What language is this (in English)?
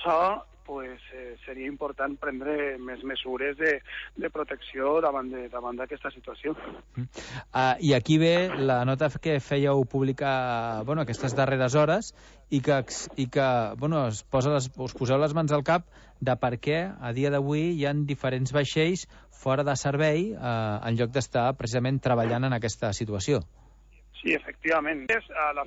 Catalan